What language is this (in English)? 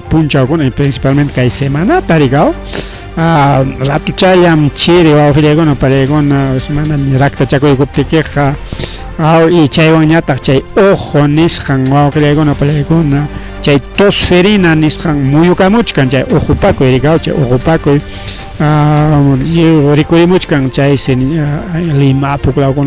Ayacucho Quechua